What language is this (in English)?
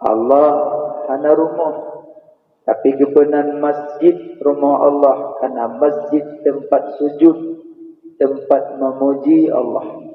Achinese